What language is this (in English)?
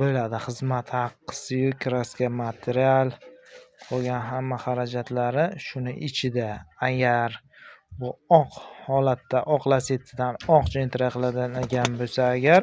Uzbek